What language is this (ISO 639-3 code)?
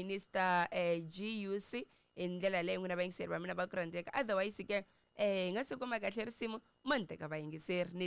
tso